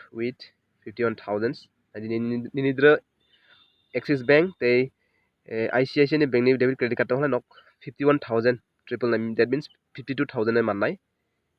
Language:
Kok Borok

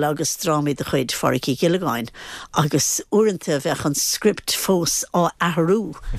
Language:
Irish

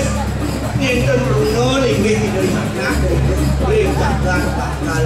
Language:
Balinese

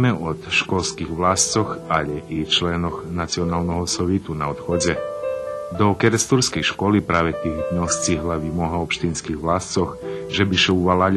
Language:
Rusyn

